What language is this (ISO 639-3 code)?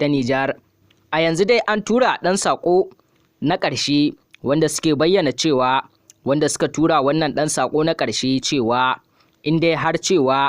hau